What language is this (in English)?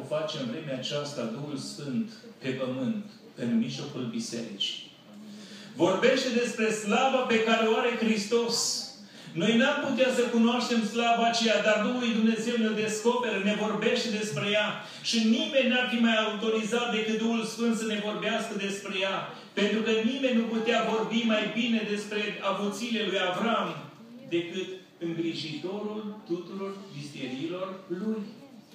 Romanian